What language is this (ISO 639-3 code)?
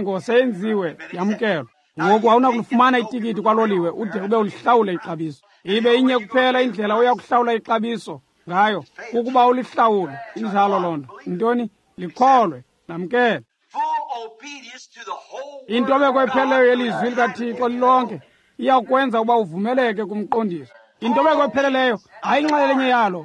xho